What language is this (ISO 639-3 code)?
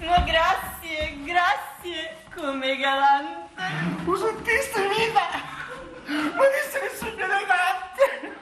scn